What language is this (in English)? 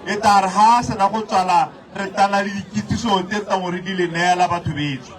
Tswana